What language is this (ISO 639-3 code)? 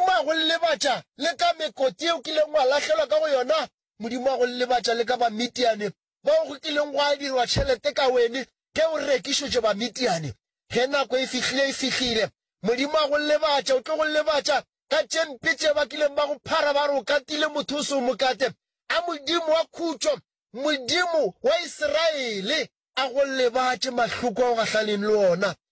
nso